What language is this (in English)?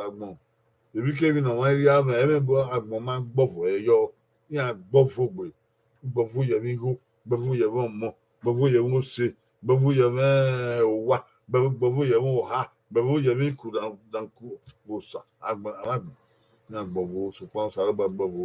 Bini